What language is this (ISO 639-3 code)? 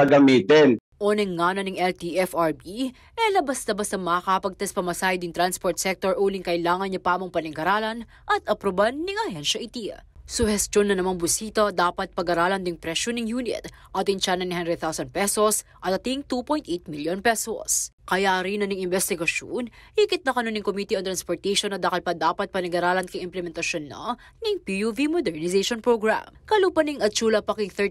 pam